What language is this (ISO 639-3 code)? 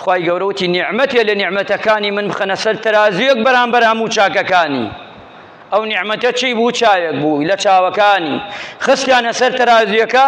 ckb